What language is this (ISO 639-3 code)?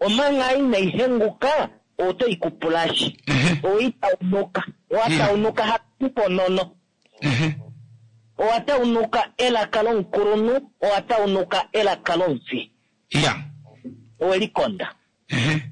kua